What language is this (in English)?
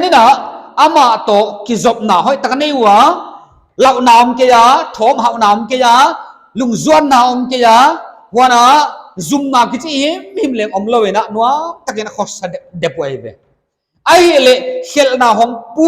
Paite Chin